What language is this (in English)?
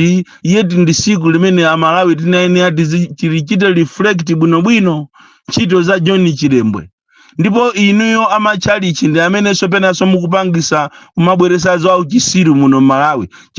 Nyanja